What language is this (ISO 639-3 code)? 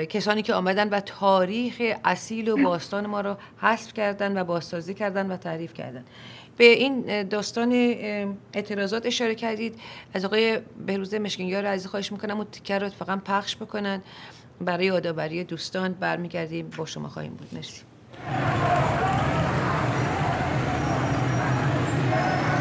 fas